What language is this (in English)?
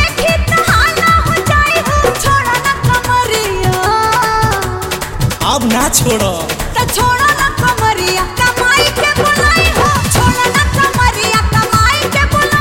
Bhojpuri